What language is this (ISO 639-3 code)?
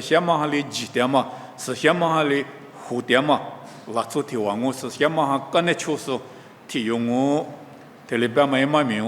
lis